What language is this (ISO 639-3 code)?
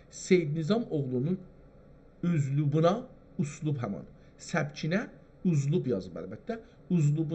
azb